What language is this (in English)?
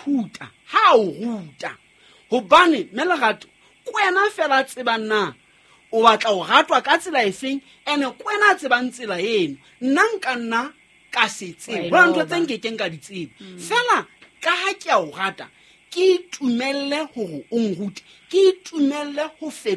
Southern Sotho